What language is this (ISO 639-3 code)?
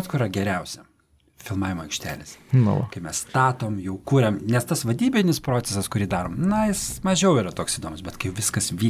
lit